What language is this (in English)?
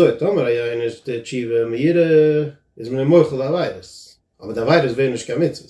Yiddish